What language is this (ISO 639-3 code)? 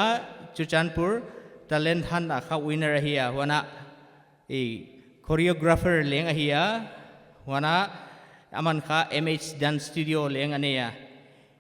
pck